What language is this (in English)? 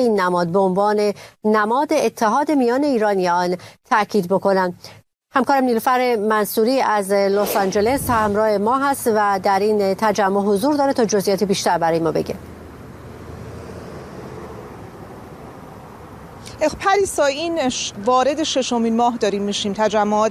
Persian